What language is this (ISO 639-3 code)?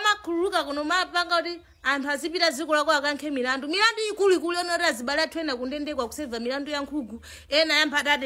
nya